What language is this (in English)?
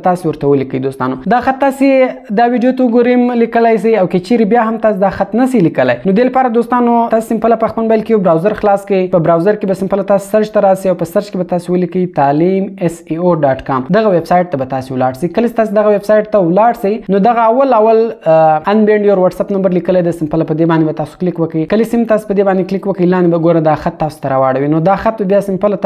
Pashto